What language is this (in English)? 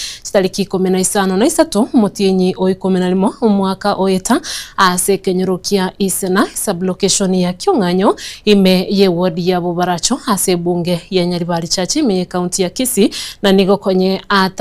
Gusii